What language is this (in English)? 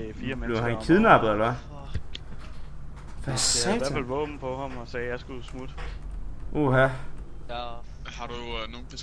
Danish